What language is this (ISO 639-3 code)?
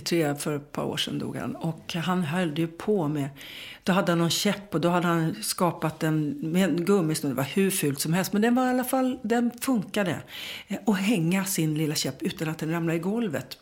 swe